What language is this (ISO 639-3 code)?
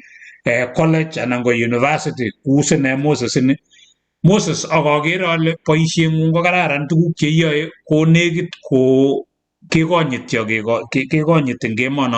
kln